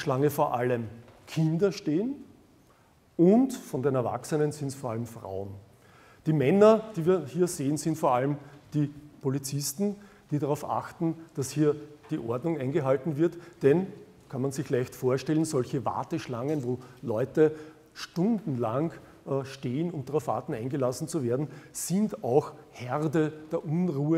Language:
German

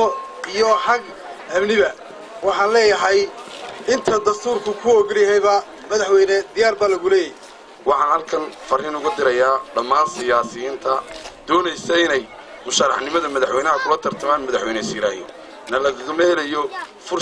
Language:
Somali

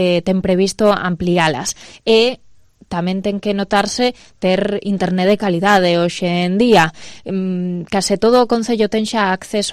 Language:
Galician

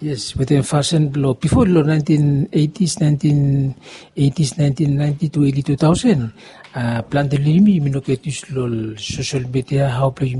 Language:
Bislama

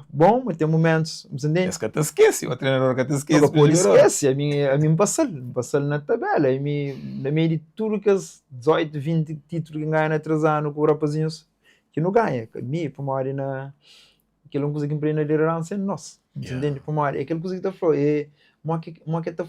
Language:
Kabuverdianu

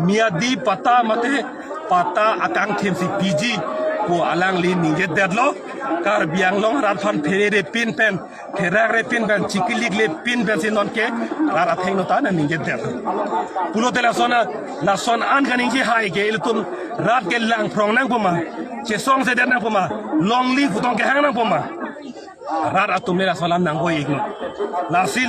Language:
Karbi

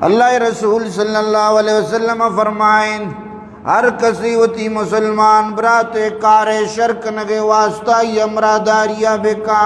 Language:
Eastern Balochi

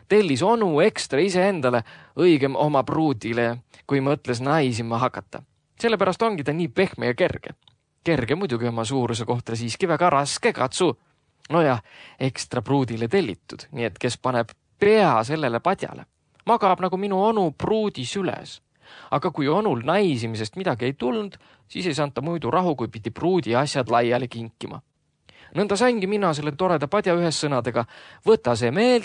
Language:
Estonian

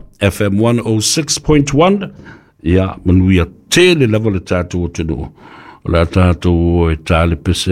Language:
Samoan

